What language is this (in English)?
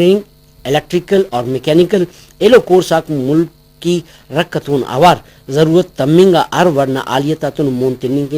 Brahui